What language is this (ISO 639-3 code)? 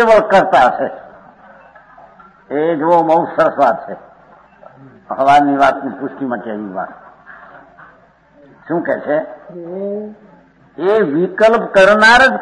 guj